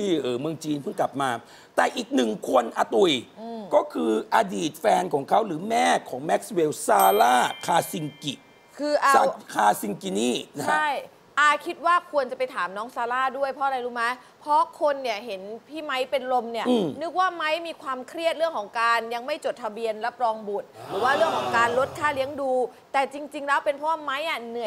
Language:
Thai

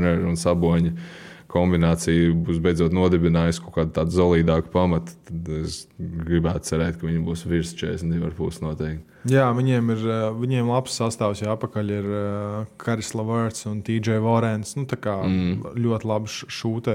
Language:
Latvian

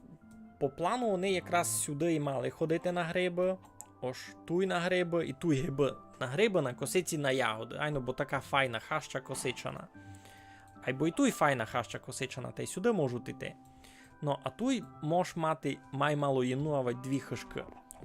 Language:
Rusyn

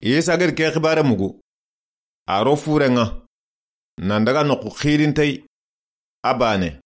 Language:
Soninke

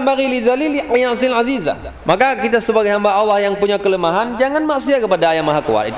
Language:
Achinese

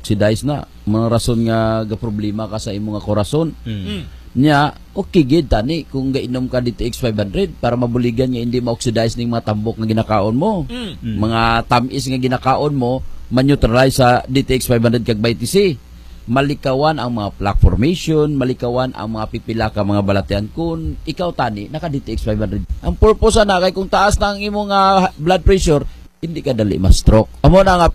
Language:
Hiligaynon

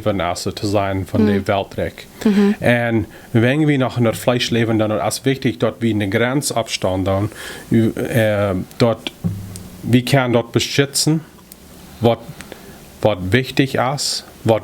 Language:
Plautdietsch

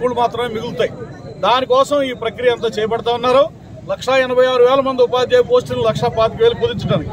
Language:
Telugu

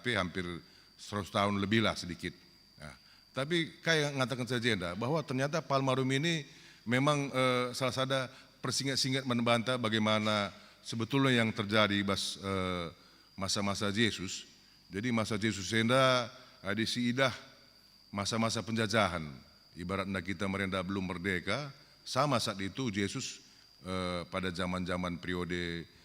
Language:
Batak Karo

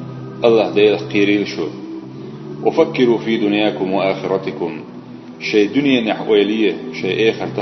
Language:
Chechen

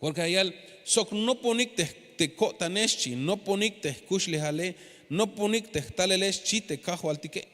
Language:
Tzeltal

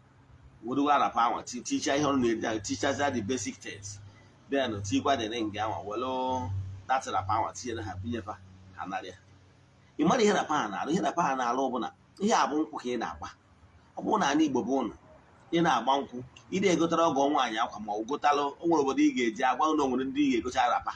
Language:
Igbo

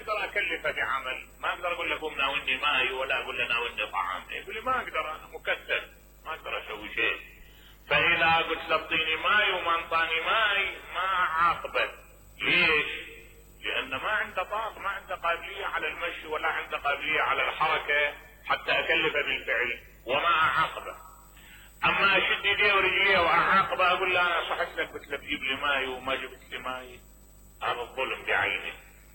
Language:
Mesopotamian Arabic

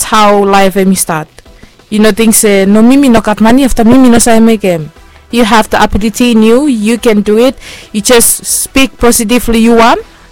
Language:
Bislama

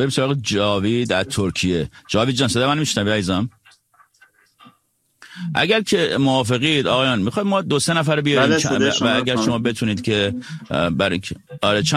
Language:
Persian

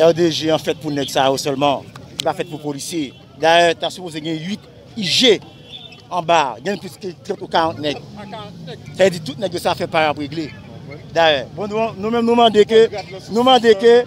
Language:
Haitian Creole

